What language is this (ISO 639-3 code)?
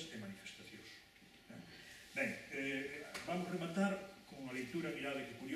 glg